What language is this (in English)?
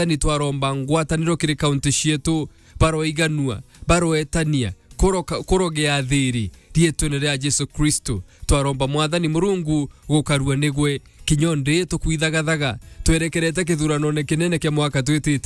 Meru